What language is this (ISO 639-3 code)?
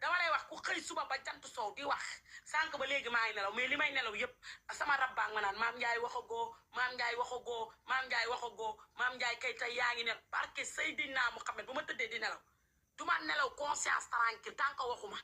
wol